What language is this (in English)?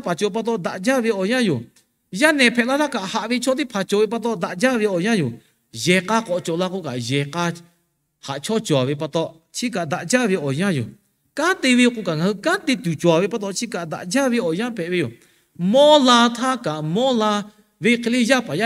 Lahu